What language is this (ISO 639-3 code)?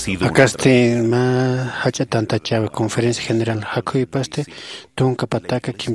aym